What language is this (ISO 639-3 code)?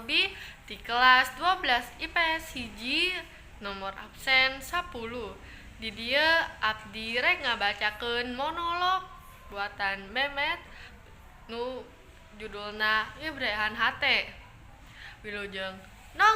sun